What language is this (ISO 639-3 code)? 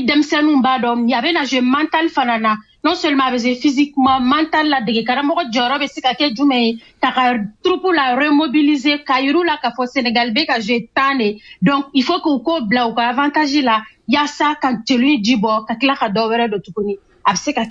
bam